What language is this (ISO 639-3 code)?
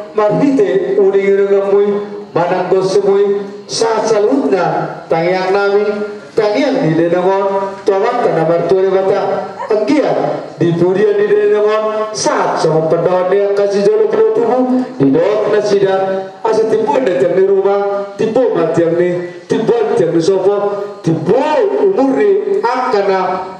bbc